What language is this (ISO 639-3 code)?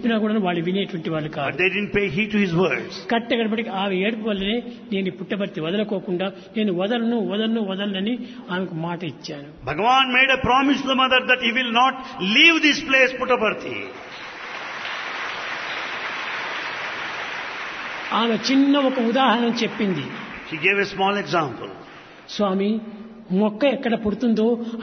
tel